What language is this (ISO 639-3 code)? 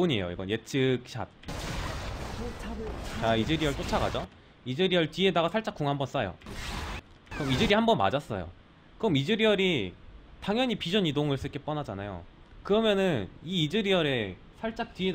kor